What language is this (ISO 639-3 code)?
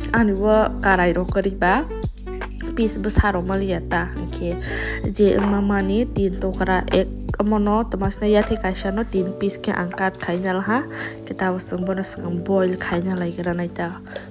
trp